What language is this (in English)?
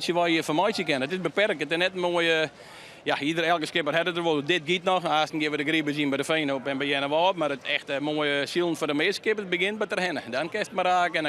Western Frisian